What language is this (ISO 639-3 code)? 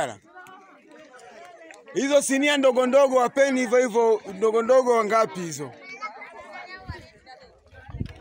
swa